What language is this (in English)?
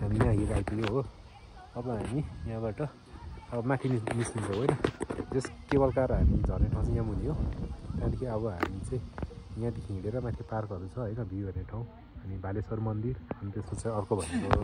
Nepali